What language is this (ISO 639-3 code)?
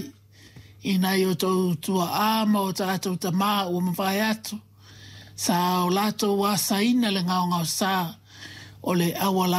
smo